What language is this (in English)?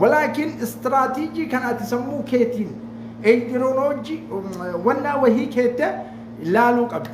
Oromo